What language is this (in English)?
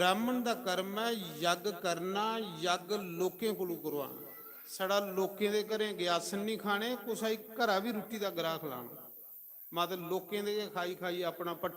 Dogri